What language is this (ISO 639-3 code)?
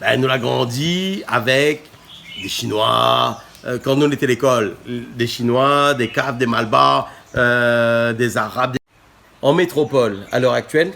rcf